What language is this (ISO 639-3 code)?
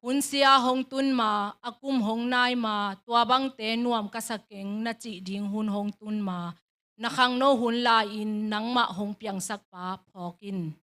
ctd